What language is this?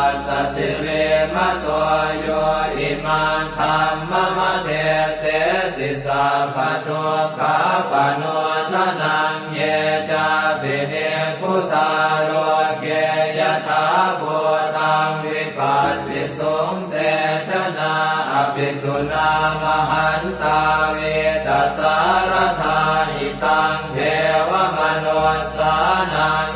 Pali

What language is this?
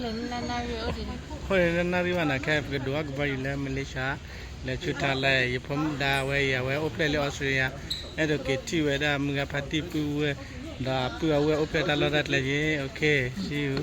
S'gaw Karen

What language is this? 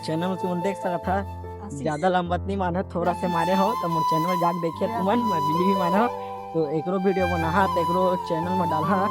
Chhattisgarhi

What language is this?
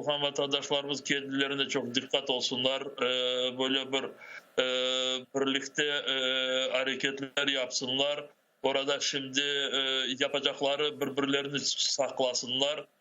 Crimean Tatar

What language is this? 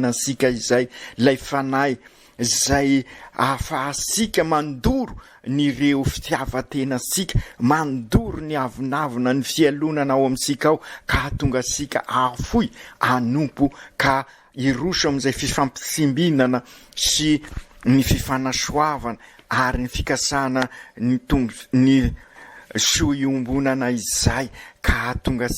Malagasy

